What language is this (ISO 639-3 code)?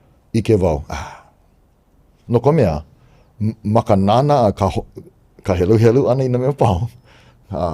haw